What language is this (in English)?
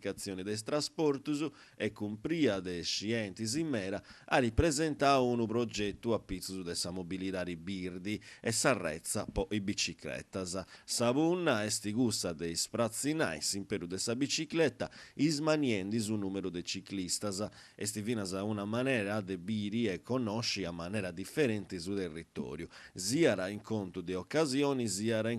Sardinian